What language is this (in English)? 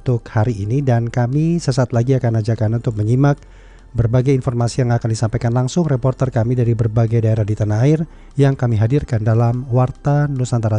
Indonesian